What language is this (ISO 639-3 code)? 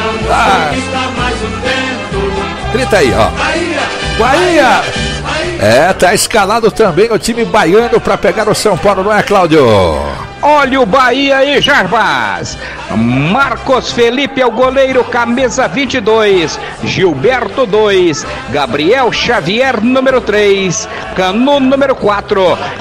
por